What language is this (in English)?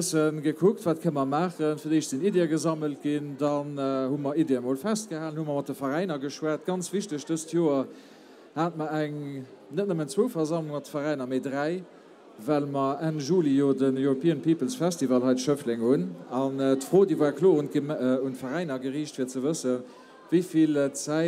Luxembourgish